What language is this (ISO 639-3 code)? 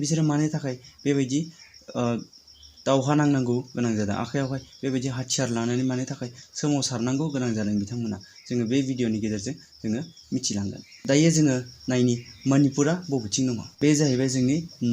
brx